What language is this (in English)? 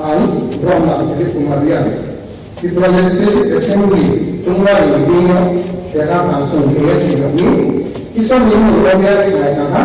Riang (India)